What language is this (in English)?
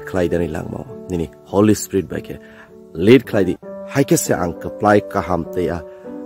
Kok Borok